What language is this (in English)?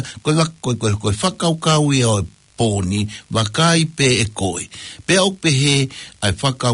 Tongan